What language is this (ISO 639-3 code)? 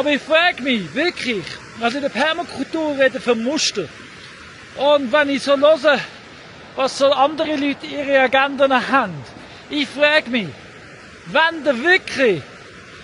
gsw